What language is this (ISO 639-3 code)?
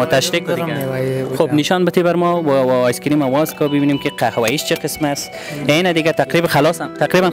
fas